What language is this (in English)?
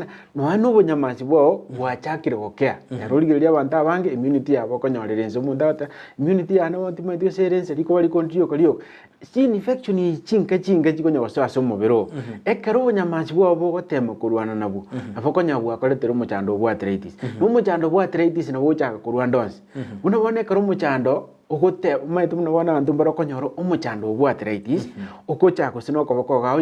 Gusii